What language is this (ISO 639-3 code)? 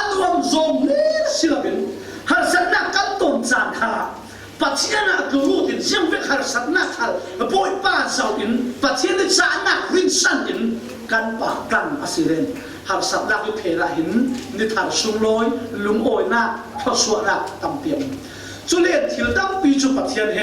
cfm